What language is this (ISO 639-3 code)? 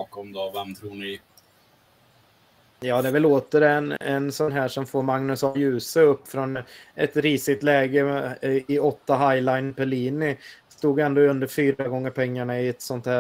swe